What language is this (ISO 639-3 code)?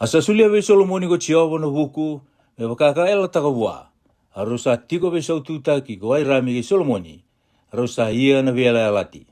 fij